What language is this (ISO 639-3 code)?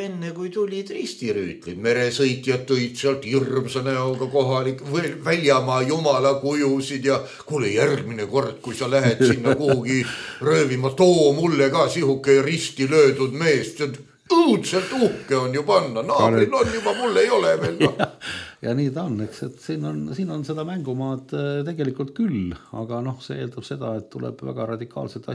est